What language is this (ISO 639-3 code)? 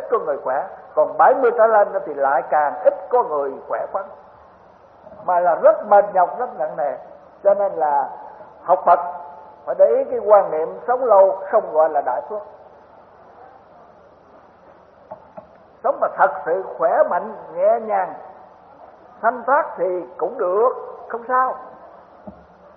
vie